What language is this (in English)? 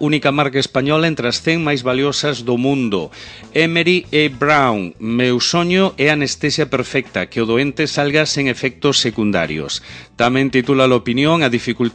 Galician